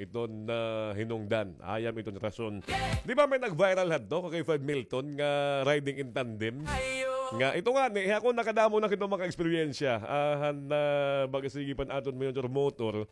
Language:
Waray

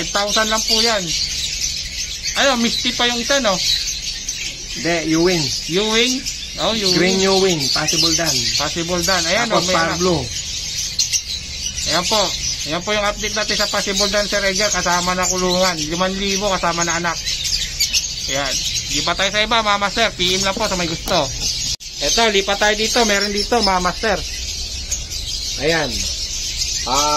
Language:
Filipino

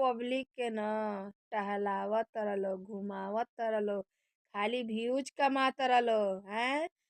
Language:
Bhojpuri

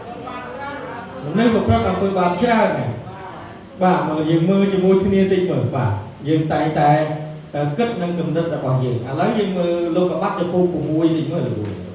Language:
Khmer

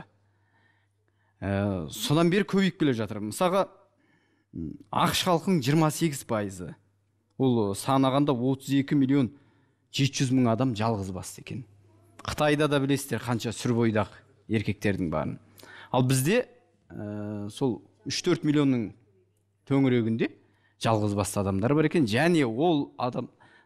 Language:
Kazakh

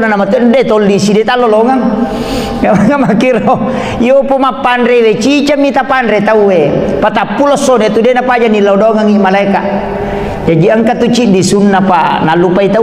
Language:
Buginese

